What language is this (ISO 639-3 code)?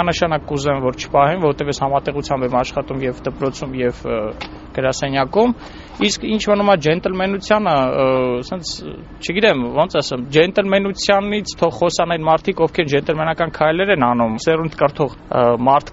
hye